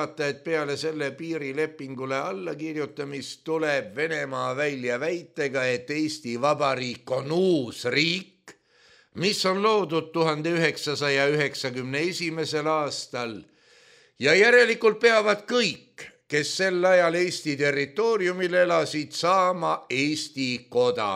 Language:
Estonian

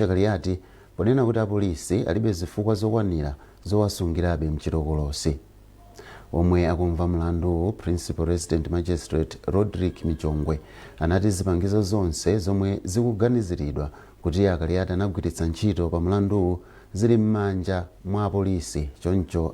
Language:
Nyanja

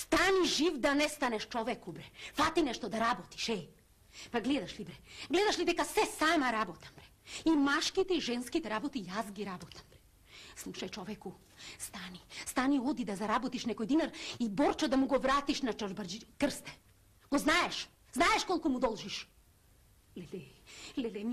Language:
Macedonian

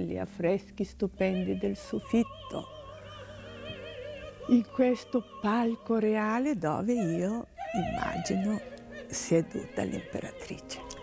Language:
Italian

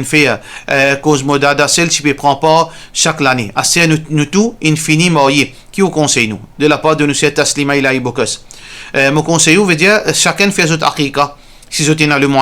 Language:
Morisyen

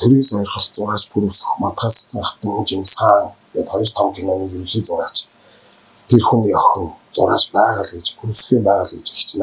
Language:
Mongolian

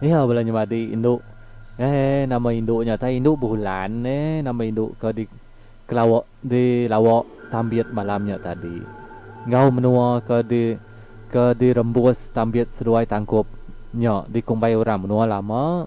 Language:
Iban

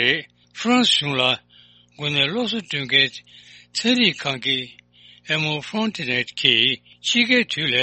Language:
Tibetan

